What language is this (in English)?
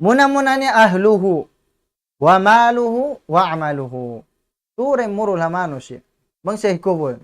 Tausug